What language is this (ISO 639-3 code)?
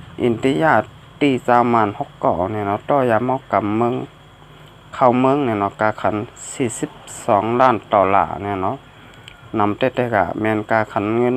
shn